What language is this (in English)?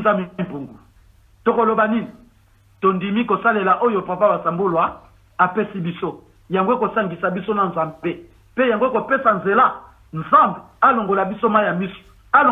Lingala